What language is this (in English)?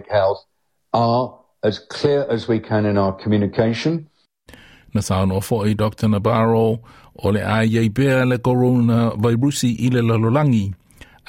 Samoan